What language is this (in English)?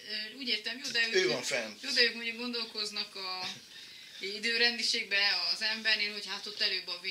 Hungarian